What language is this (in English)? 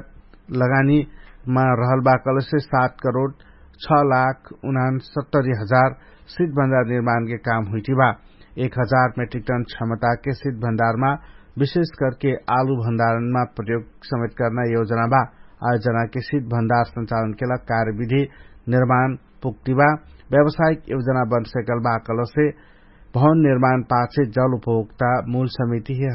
Dangaura Tharu